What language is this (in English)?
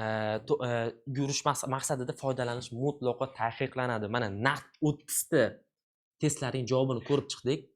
Uzbek